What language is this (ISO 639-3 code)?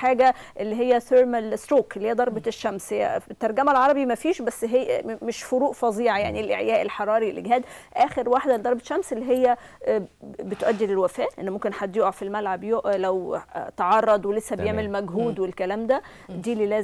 arz